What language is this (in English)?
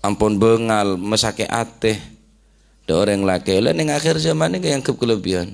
Madurese